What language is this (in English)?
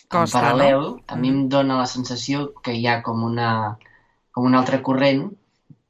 Catalan